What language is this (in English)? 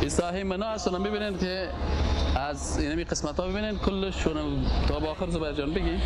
Persian